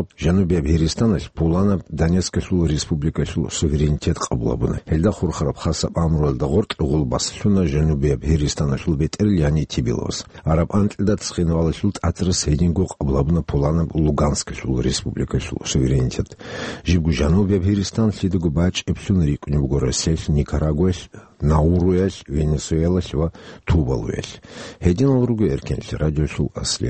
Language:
Avaric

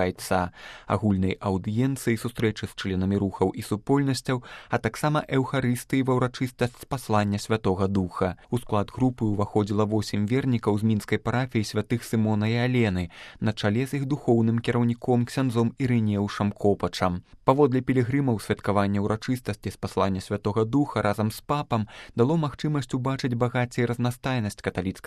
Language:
Belarusian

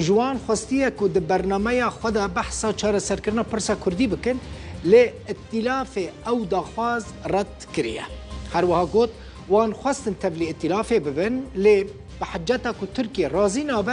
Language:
Kurdish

